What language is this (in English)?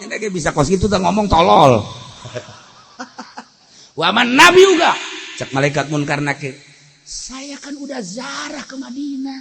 Sundanese